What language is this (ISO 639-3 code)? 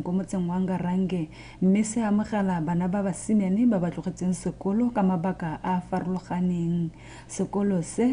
tsn